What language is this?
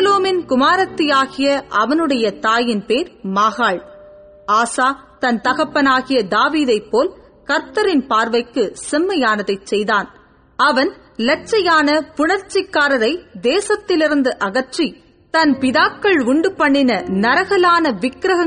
Tamil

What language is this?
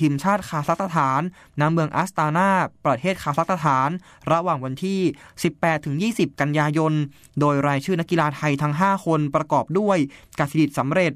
Thai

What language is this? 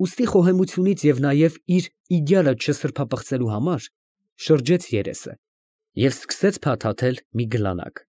Armenian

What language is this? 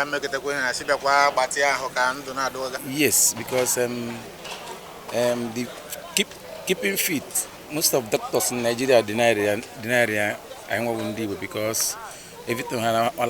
Igbo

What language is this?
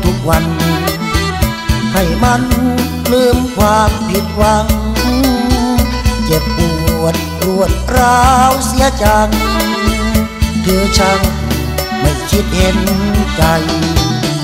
Thai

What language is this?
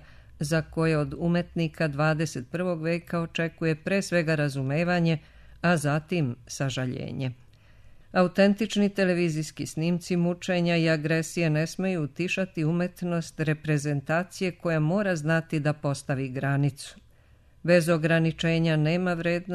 Serbian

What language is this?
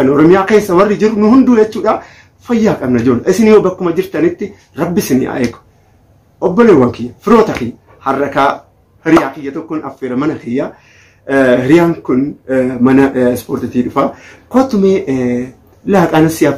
Oromo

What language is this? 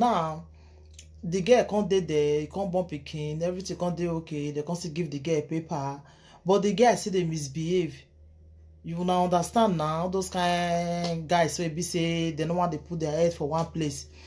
Nigerian Pidgin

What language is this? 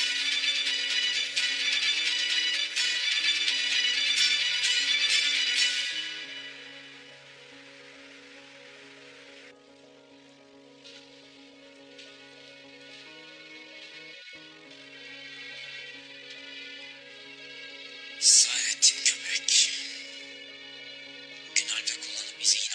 Turkish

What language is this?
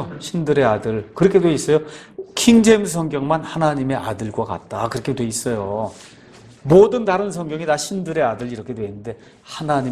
Korean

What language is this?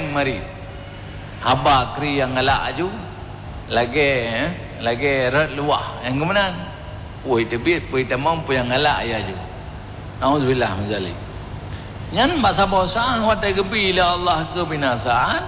Achinese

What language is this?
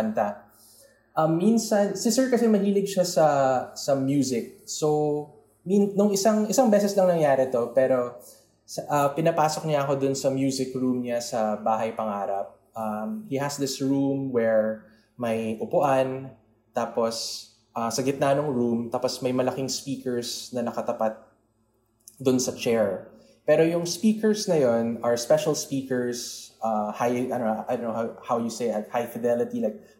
Filipino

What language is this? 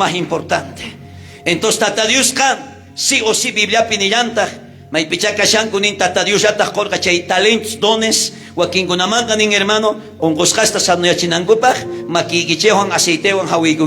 South Bolivian Quechua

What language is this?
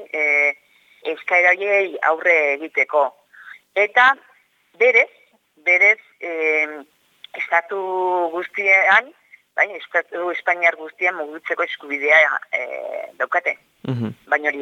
Basque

